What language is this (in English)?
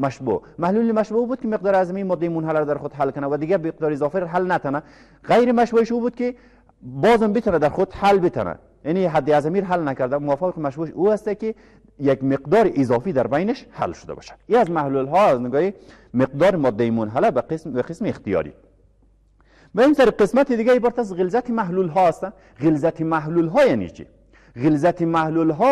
Persian